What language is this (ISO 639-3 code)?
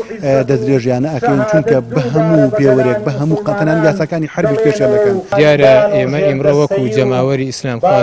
ckb